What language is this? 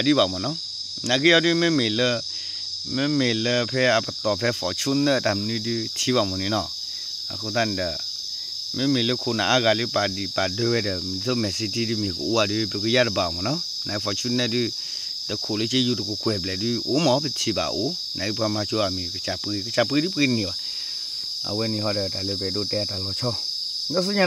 S'gaw Karen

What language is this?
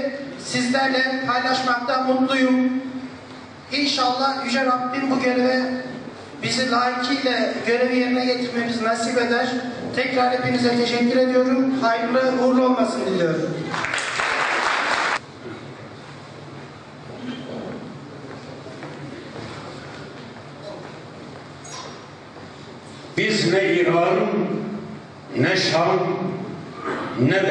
Turkish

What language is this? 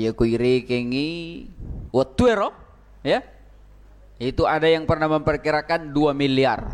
Buginese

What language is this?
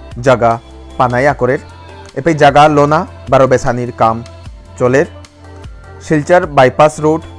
Bishnupriya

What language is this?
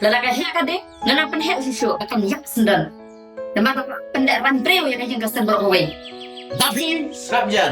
Khasi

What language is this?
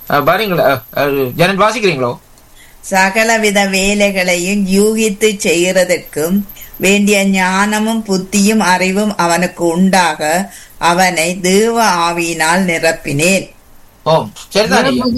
Tamil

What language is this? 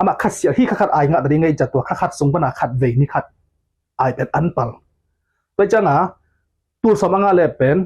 Tedim Chin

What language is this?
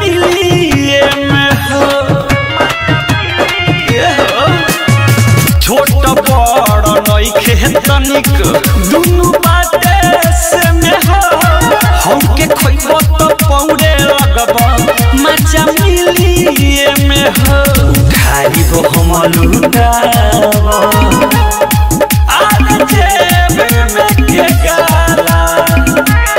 Bhojpuri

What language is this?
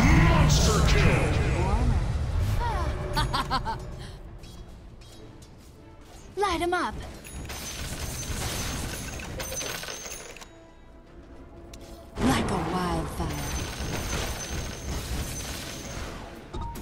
English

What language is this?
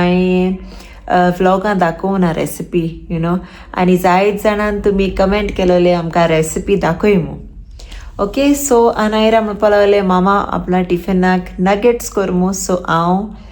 Konkani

